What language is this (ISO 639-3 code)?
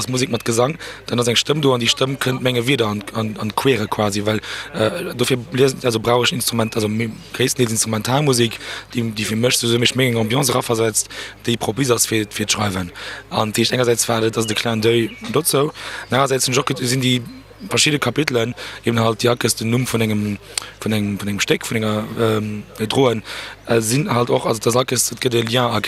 ltz